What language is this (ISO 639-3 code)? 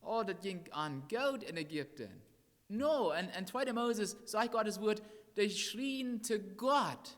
pdt